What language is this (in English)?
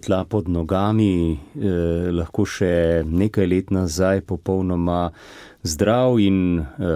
Slovenian